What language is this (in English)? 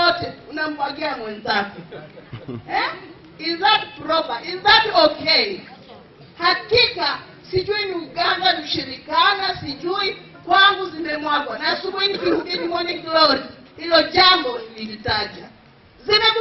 Swahili